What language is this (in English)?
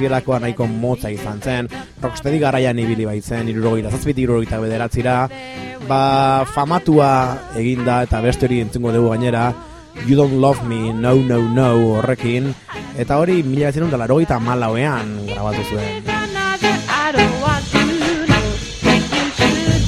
Basque